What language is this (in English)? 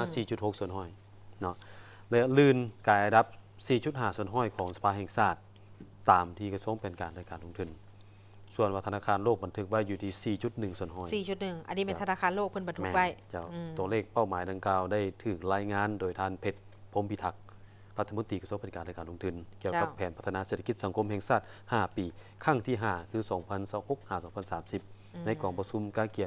Lao